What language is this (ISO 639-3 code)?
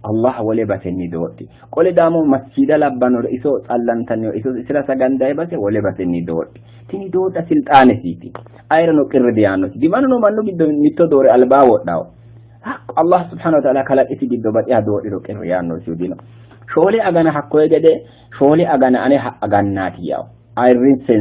sid